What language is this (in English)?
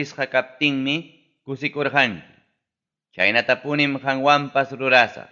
Ayacucho Quechua